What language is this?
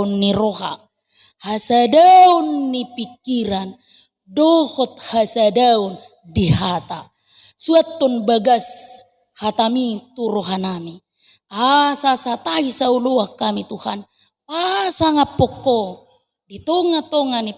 Batak Toba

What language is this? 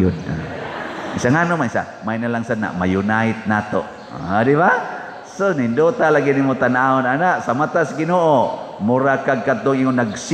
Cebuano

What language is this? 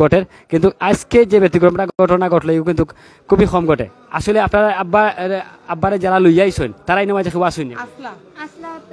Sylheti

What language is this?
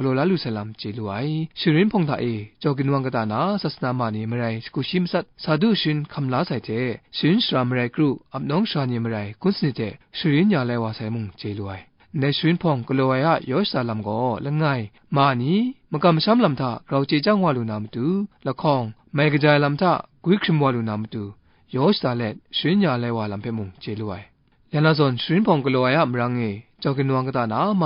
Kachin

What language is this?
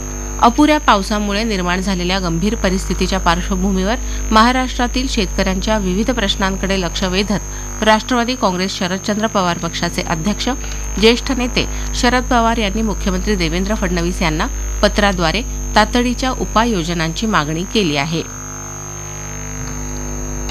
Marathi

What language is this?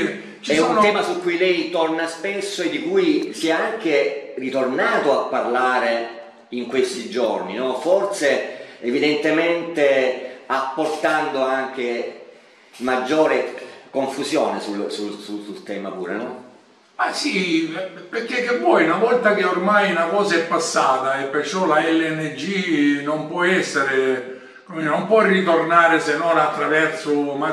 Italian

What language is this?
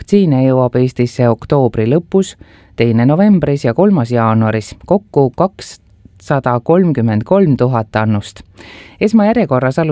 Estonian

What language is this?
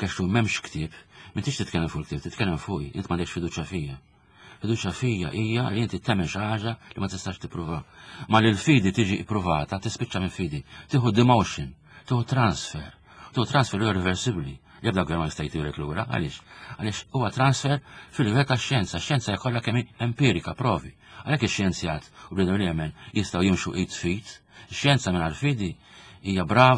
Maltese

